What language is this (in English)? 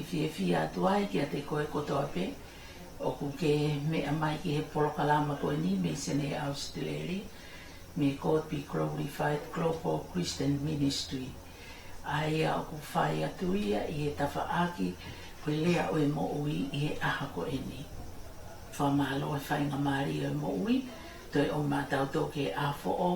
Tongan